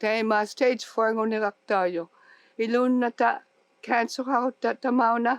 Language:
Inuktitut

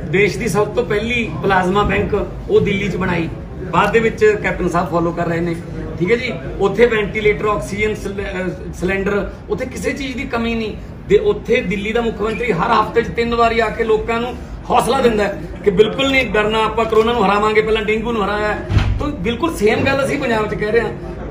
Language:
Punjabi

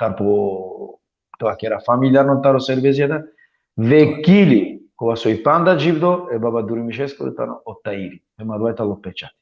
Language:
Balkan Romani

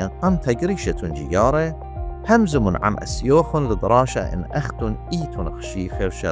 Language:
Assyrian Neo-Aramaic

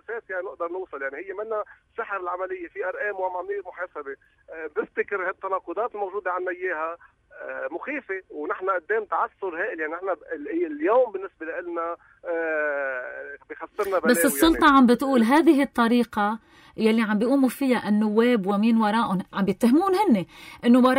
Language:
North Levantine Arabic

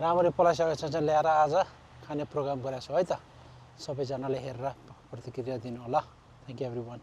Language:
Nepali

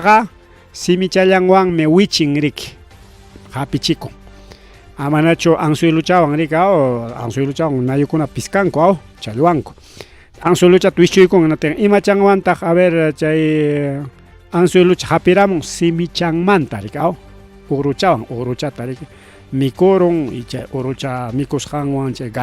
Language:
Ayacucho Quechua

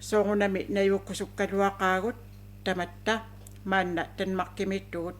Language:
Kalaallisut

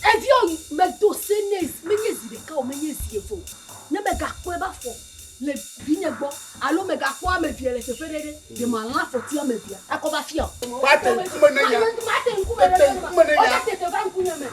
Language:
Ewe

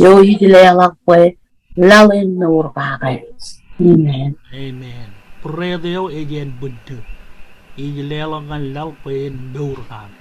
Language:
Marshallese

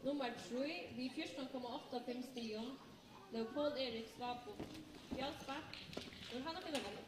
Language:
Faroese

